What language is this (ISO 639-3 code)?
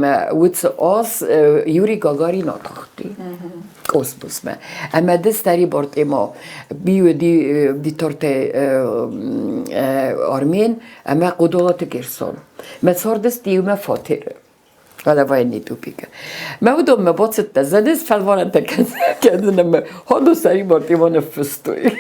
oss